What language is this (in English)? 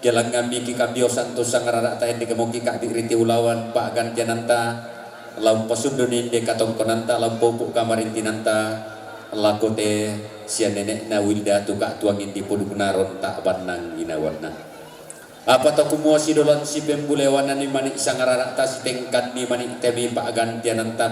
Toraja-Sa'dan